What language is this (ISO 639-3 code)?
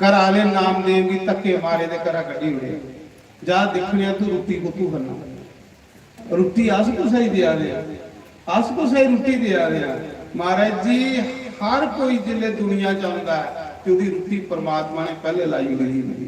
doi